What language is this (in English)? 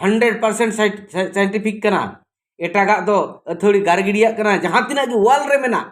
Santali